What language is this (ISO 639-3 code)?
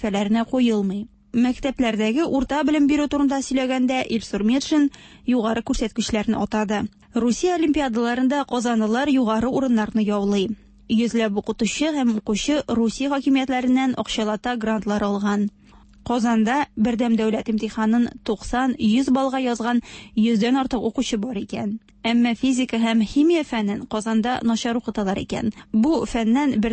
tat